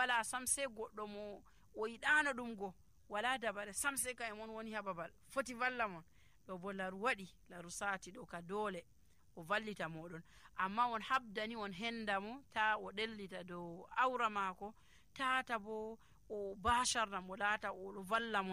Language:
Nigerian Fulfulde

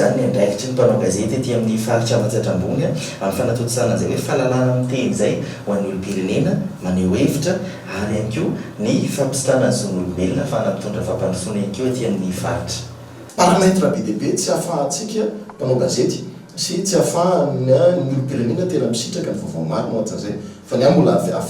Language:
Malagasy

